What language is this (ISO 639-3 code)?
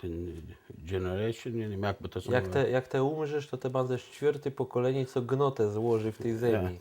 csb